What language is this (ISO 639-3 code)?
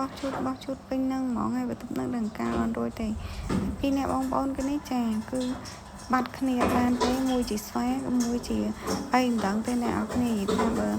khm